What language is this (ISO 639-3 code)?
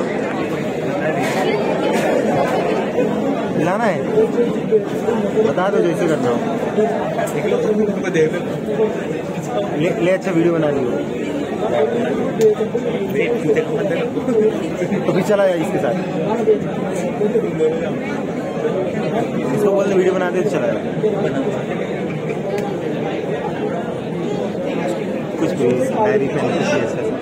hin